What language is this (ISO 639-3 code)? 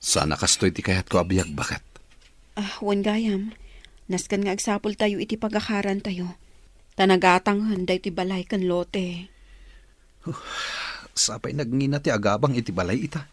ilo